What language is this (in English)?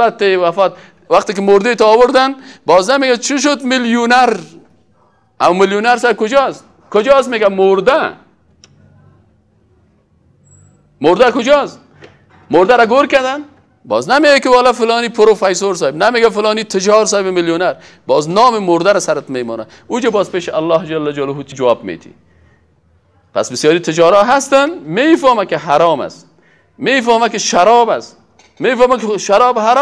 Persian